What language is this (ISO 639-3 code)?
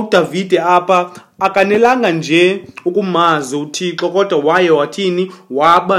xho